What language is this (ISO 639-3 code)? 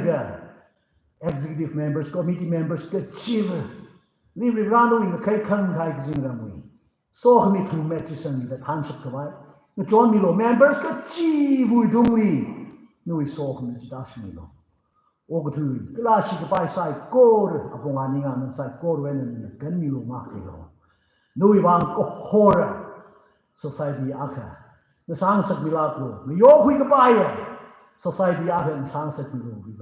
nmf